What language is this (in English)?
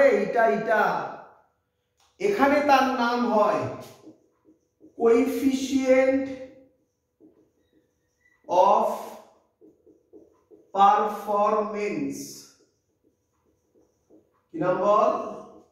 Bangla